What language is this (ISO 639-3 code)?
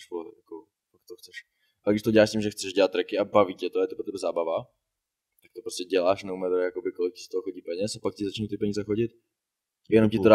ces